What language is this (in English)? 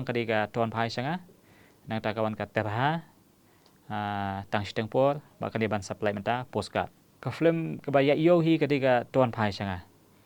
Khasi